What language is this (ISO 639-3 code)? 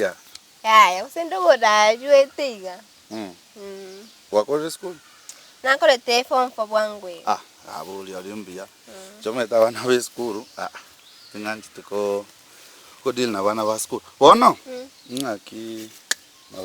guz